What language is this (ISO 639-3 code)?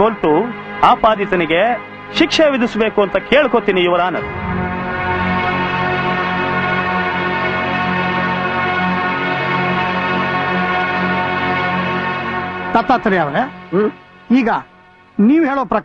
kan